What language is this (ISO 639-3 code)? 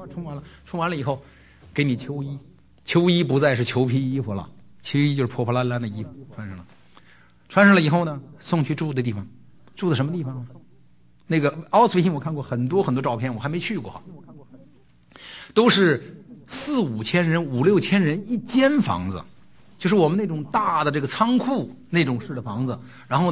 zho